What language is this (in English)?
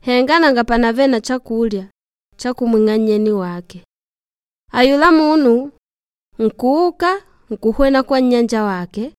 Makonde